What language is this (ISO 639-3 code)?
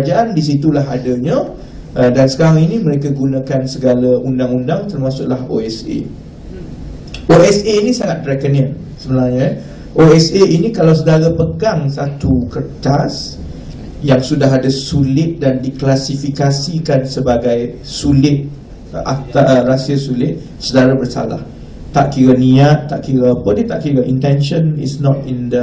msa